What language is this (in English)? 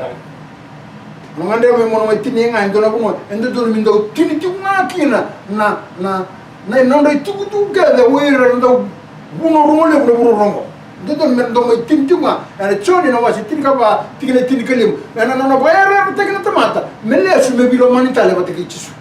Fijian